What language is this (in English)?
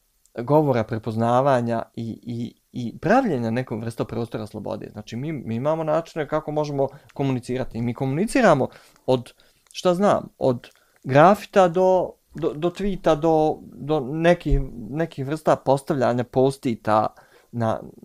Bosnian